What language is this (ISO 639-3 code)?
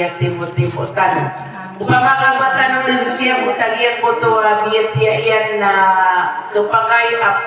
mrw